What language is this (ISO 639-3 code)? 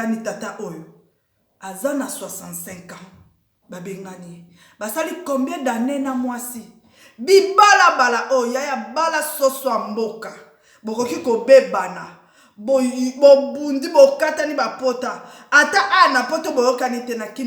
lin